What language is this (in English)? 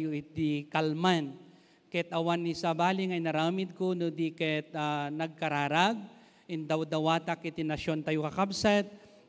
Iloko